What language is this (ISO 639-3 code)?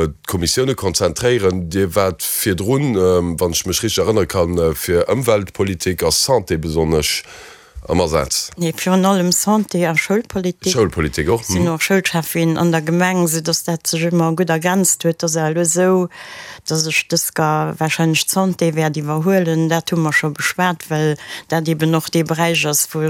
ltz